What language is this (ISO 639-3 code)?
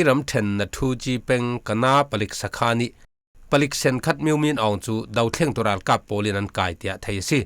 cfm